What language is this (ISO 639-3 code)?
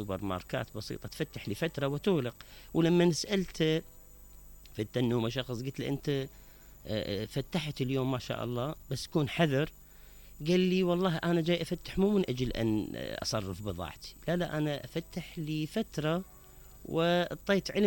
acm